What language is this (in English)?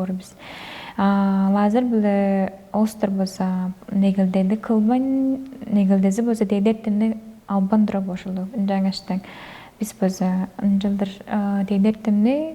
Tuvinian